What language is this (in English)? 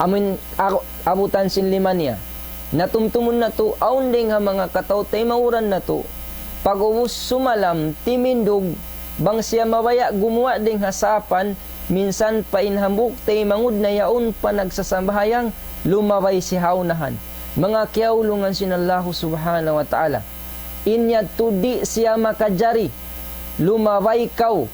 Tausug